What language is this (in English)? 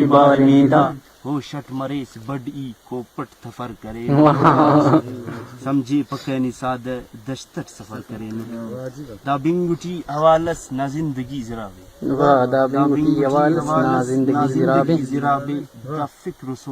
Brahui